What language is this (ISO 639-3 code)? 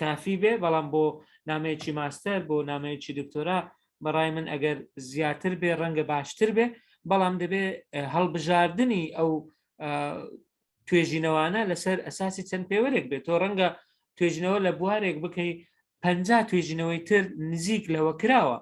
ckb